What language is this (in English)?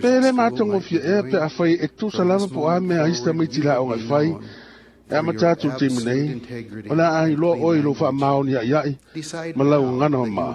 Samoan